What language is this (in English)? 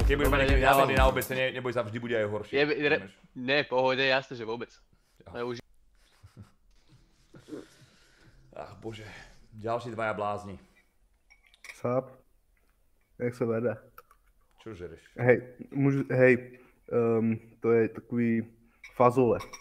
Slovak